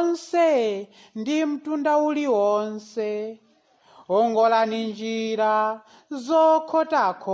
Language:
Nyanja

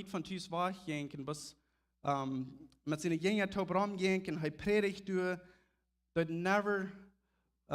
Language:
Plautdietsch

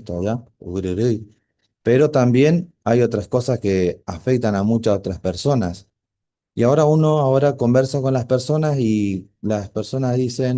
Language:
Guarani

